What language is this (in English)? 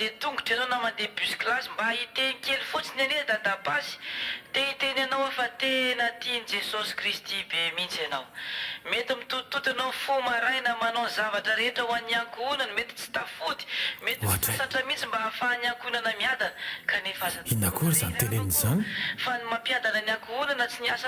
Malagasy